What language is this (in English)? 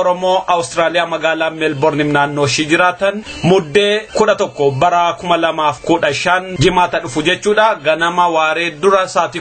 Oromo